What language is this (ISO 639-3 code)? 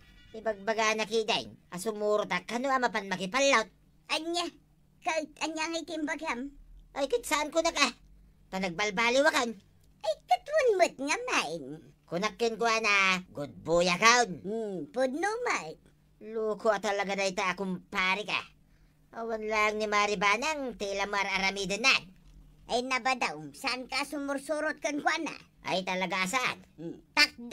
ilo